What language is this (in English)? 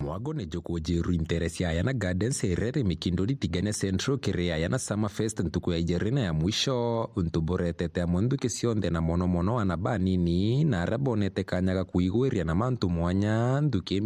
Meru